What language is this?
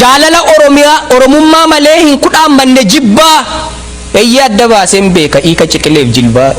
Oromo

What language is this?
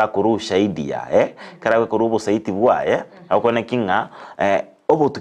Gusii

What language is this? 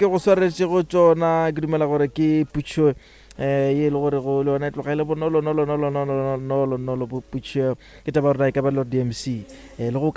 Northern Sotho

